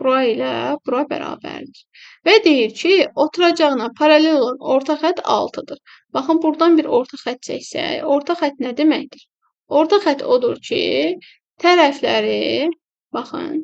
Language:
Azerbaijani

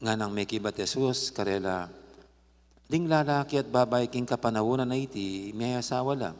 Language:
Pampanga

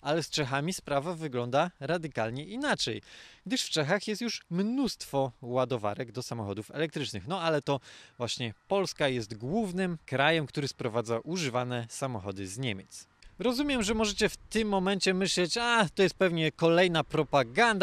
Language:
Polish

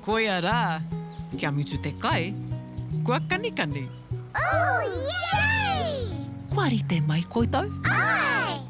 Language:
Māori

